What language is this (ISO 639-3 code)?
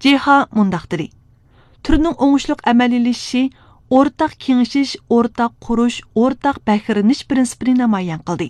uig